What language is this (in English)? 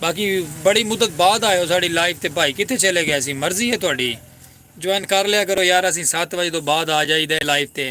Saraiki